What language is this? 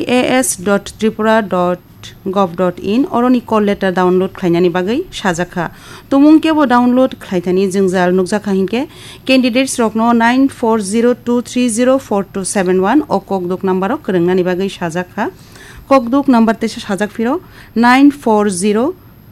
Kok Borok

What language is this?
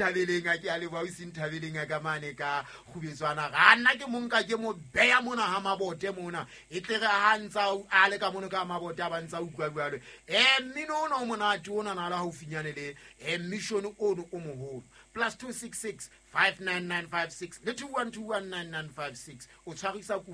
Southern Sotho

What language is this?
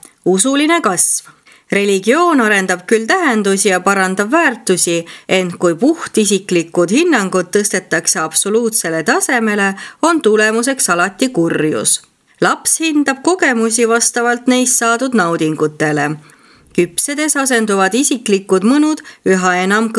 Estonian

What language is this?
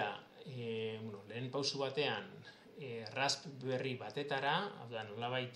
Basque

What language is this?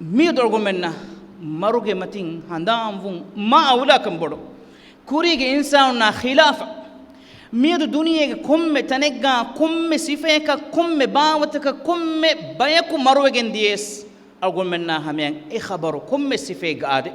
Divehi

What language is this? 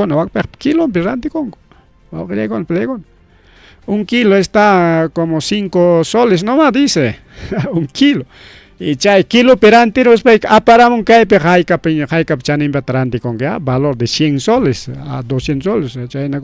Ayacucho Quechua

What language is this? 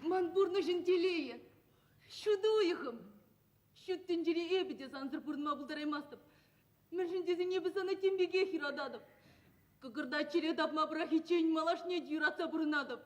Chuvash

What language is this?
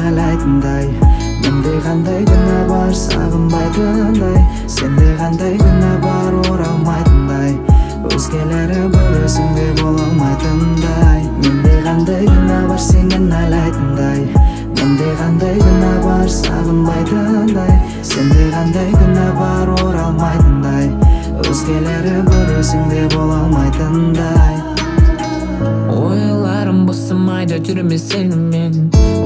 Kazakh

